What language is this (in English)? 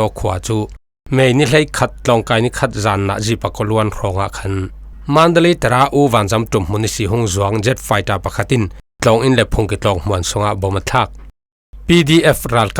Falam Chin